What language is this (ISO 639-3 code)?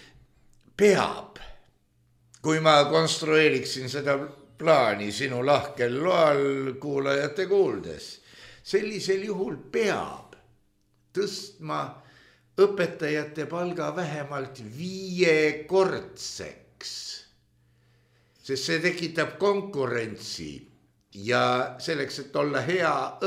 est